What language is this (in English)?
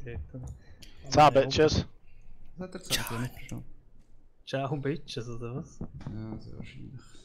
Swiss German